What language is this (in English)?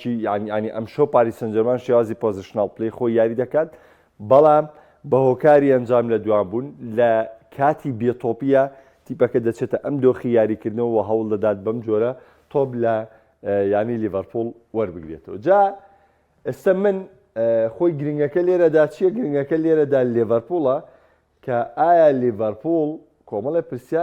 Central Kurdish